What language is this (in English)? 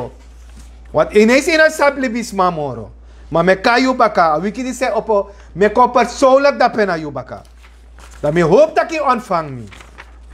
Sranan Tongo